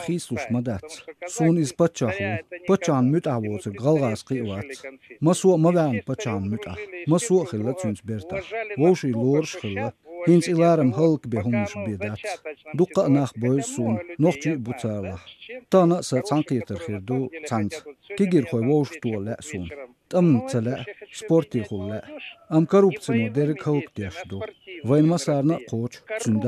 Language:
Chechen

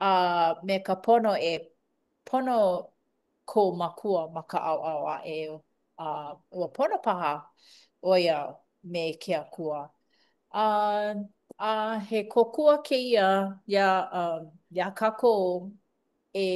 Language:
Hawaiian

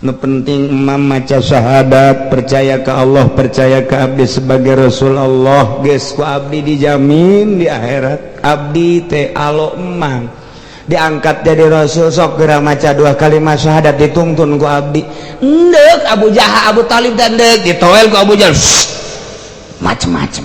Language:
Sundanese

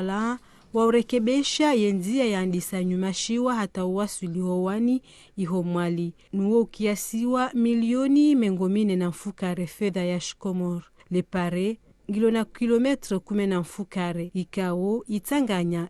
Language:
Ngazidja Comorian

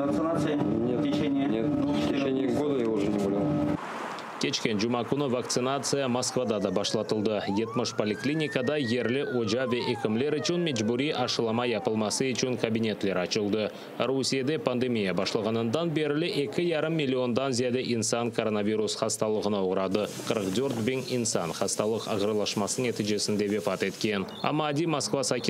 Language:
Crimean Tatar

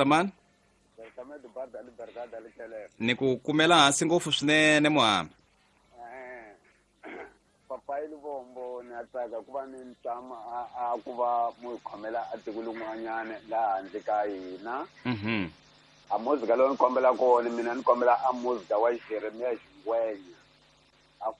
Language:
Tsonga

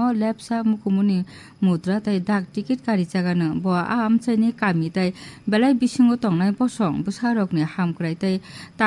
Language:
Kok Borok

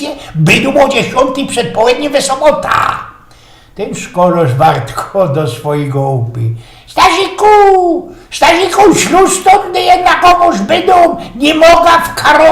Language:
Silesian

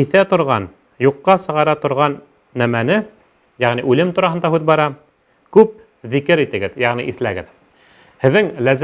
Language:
Bashkir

